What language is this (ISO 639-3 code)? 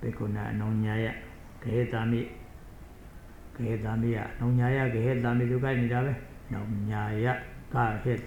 mya